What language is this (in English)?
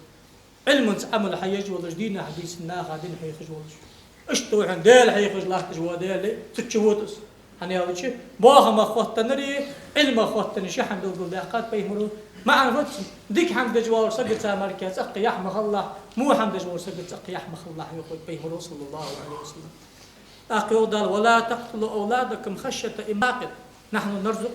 Ingush